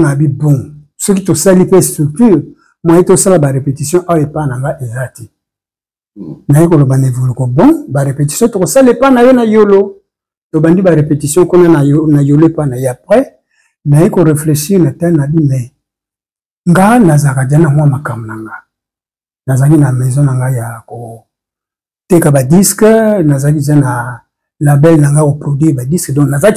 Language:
Lingala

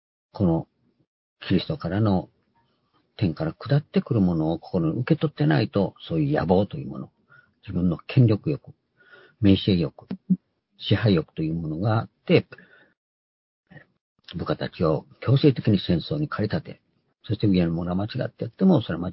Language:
Japanese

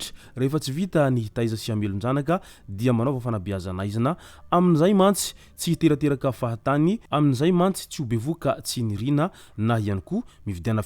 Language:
Malagasy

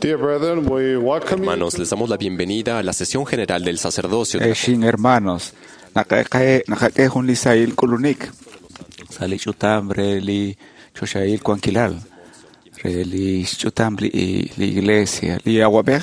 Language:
Kekchí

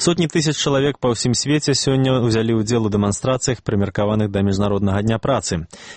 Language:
Belarusian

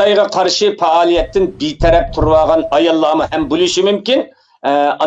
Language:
Uyghur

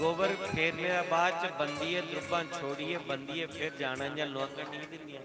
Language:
Dogri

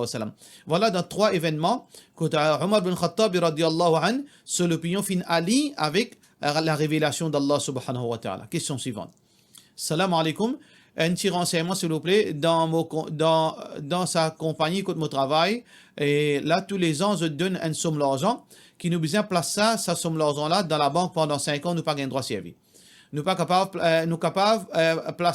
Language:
Morisyen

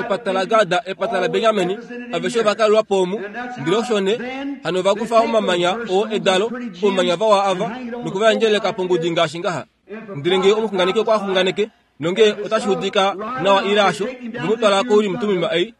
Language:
Kuanyama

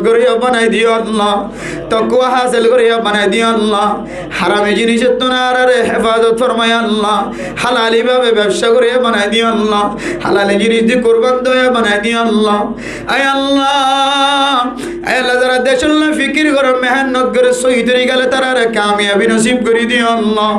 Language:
Rohingya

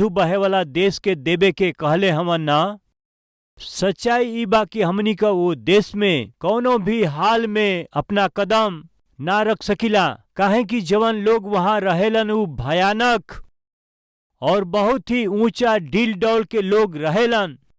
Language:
Bhojpuri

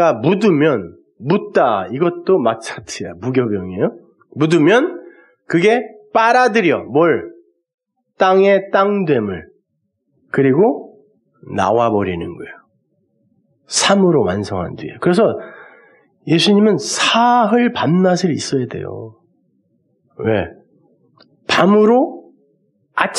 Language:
Korean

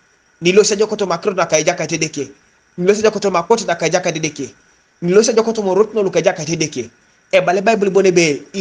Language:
Teso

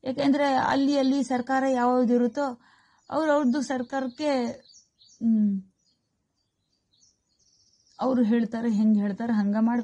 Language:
Kannada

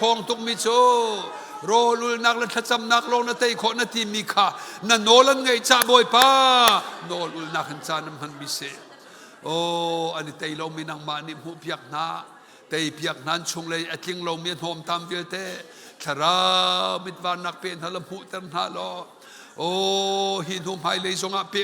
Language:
Hakha Chin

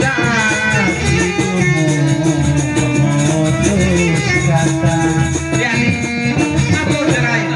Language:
Sasak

